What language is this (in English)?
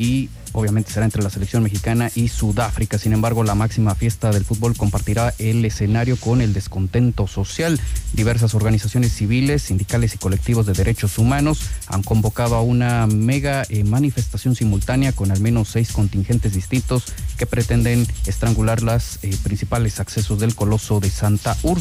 Spanish